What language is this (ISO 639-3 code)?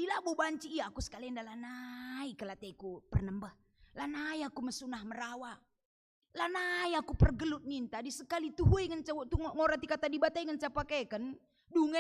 btx